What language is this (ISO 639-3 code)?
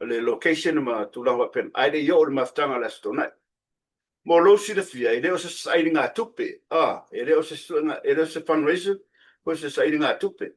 smo